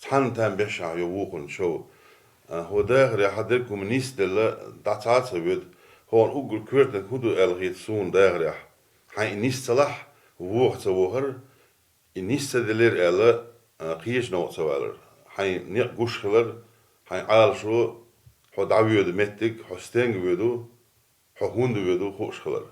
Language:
Chechen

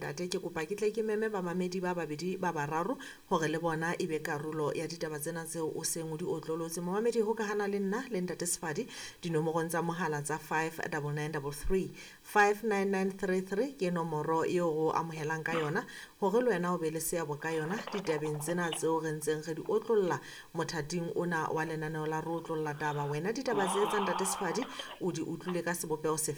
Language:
Southern Sotho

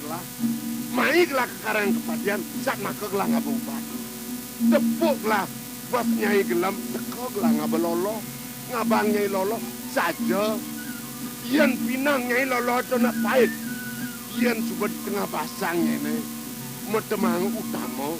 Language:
Balinese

